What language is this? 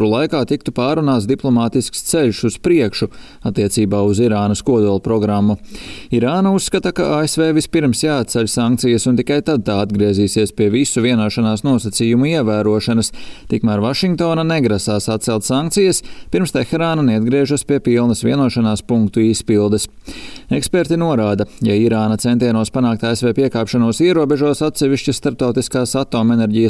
Latvian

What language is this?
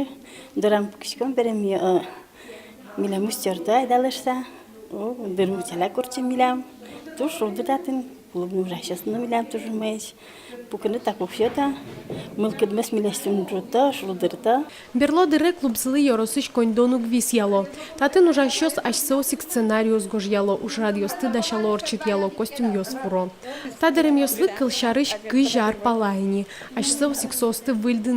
Udmurt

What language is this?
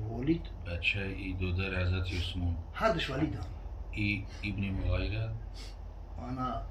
Tajik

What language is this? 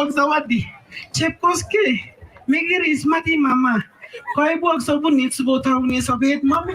Kalenjin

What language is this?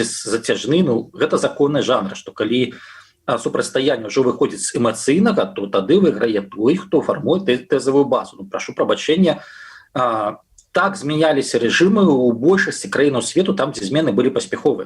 Belarusian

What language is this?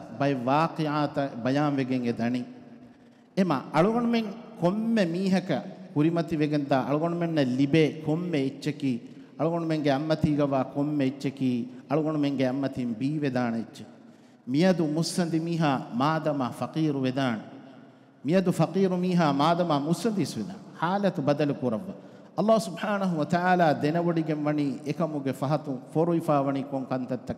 Divehi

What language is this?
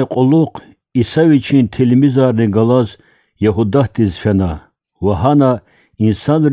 Lezghian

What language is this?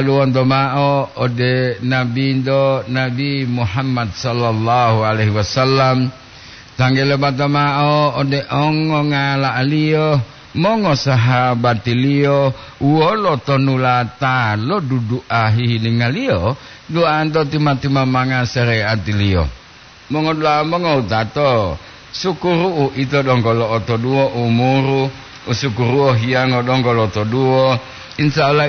Gorontalo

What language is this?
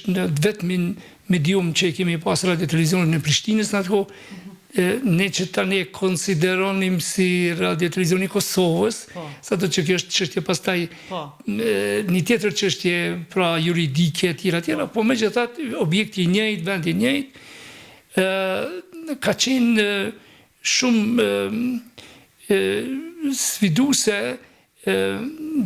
Albanian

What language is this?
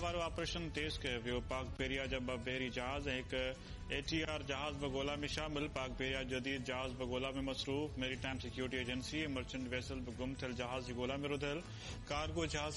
Sindhi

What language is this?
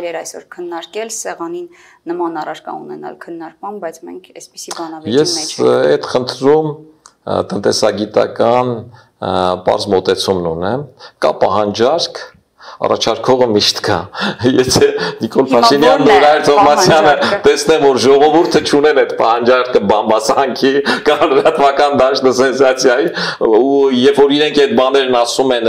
Armenian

